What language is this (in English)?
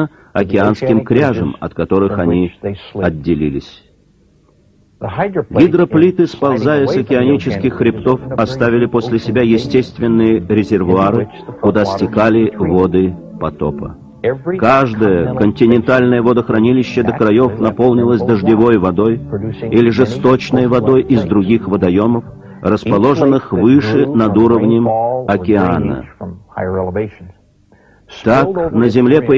Russian